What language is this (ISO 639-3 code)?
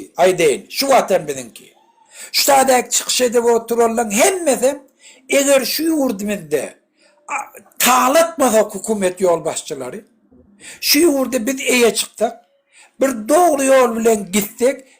tuk